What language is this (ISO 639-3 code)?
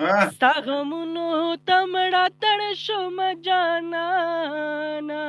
pus